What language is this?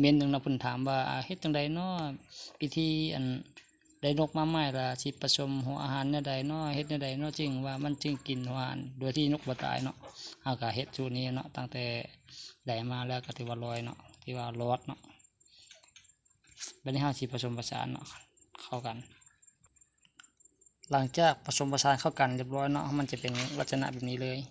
Lao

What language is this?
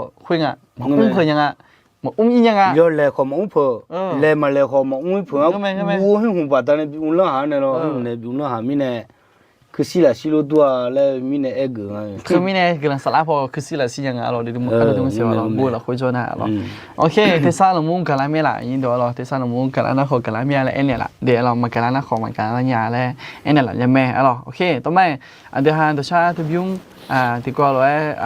Akha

